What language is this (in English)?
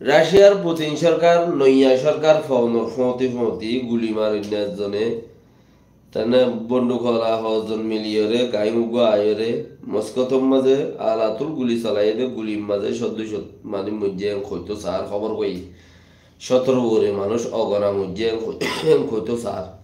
Rohingya